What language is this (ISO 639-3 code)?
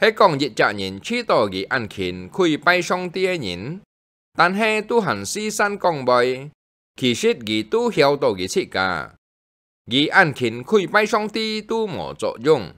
hak